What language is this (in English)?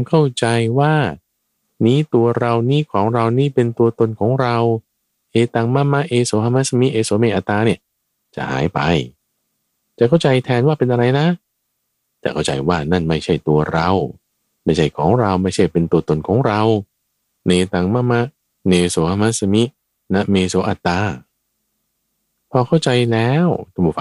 Thai